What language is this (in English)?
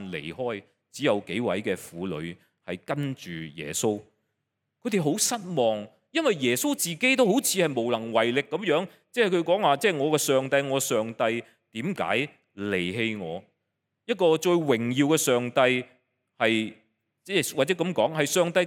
Cantonese